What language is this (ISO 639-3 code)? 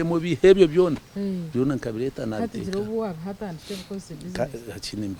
nyn